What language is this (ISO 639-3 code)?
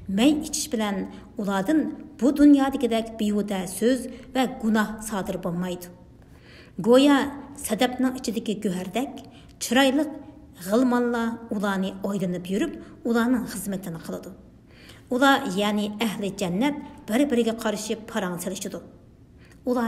uig